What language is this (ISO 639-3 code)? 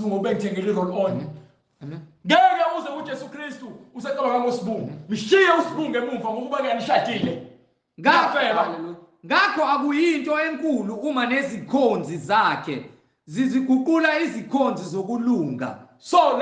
zul